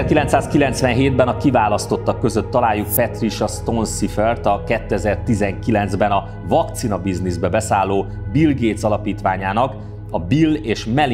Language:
Hungarian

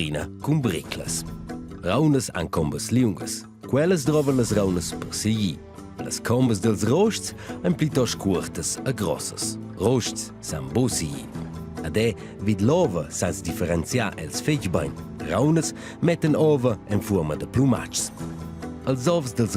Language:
Romansh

